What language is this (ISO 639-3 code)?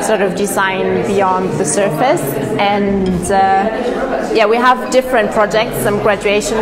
nld